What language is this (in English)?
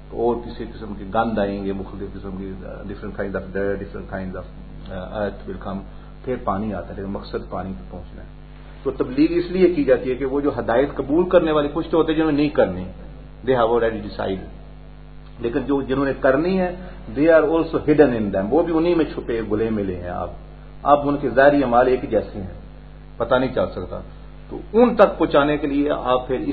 Urdu